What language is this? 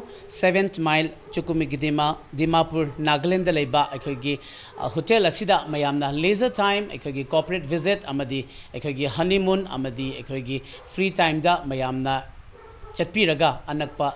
Manipuri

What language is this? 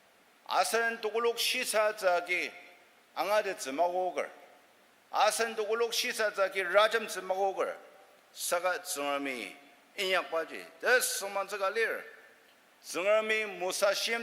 Ao Naga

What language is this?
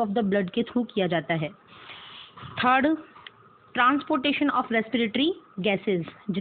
Hindi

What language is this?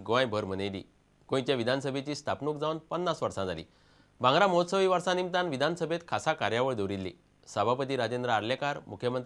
Konkani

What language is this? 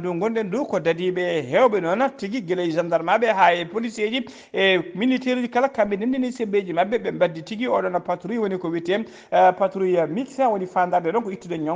Fula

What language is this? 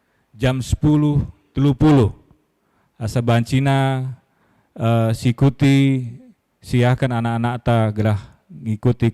Batak Karo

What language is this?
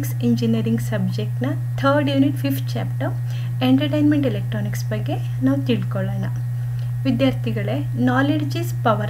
Kannada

